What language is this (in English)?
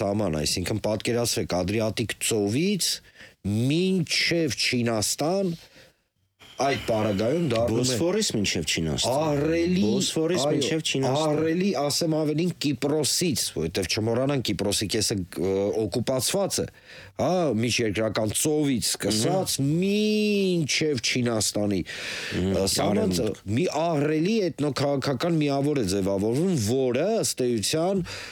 Armenian